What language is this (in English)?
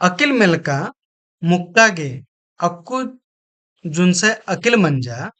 Kurukh